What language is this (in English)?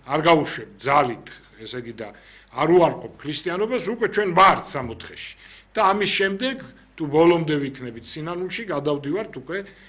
Georgian